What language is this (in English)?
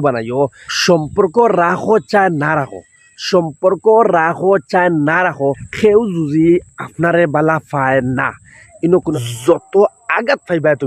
Sylheti